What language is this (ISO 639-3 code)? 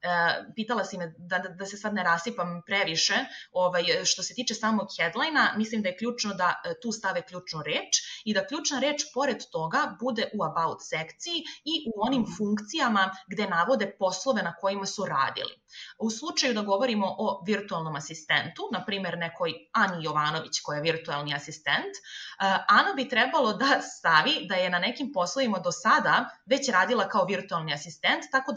srp